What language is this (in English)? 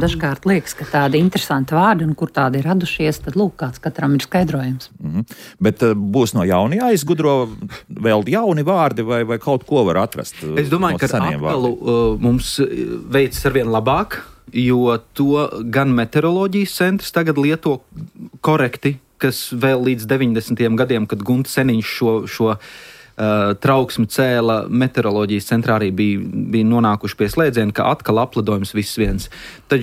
Latvian